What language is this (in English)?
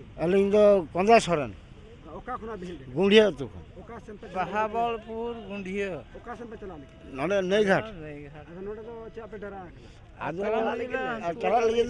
Santali